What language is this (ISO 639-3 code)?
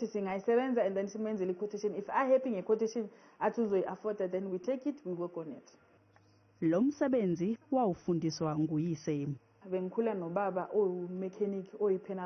zul